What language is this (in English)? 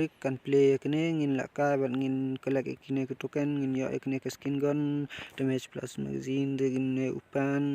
Khasi